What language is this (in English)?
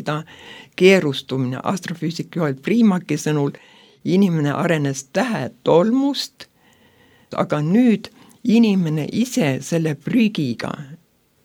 Estonian